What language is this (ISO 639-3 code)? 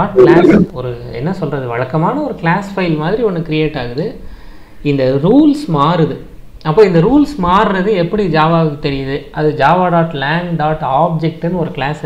tam